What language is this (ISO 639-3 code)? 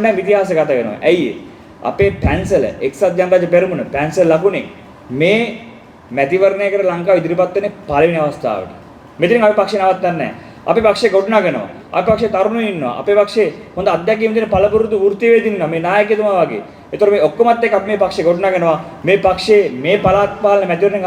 sin